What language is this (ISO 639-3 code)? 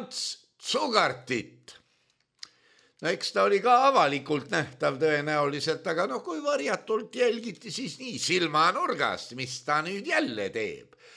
est